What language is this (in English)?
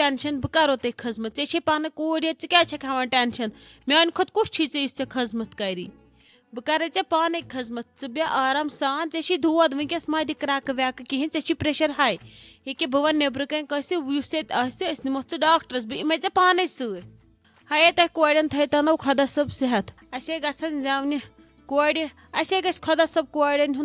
Kashmiri